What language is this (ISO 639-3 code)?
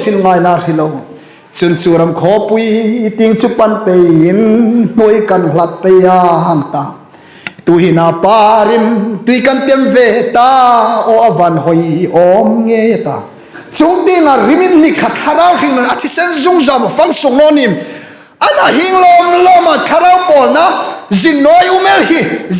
hmr